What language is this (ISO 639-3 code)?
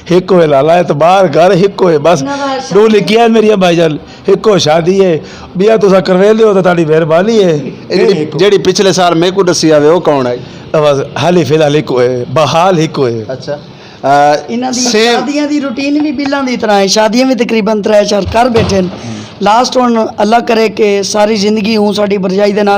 lah